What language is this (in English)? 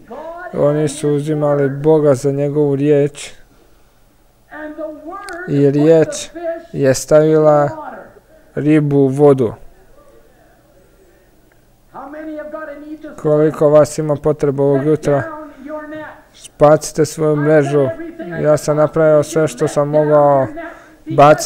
Croatian